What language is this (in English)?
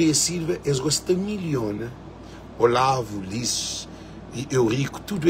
Kabuverdianu